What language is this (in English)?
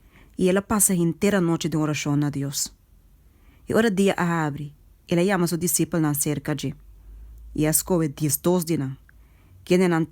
Papiamento